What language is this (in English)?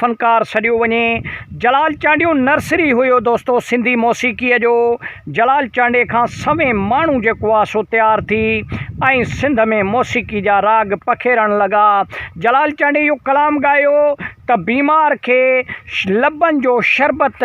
Sindhi